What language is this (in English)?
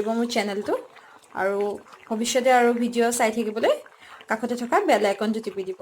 Assamese